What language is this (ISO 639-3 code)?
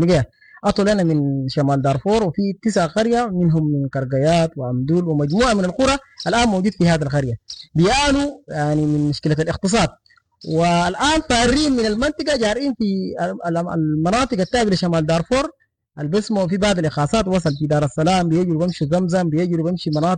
apd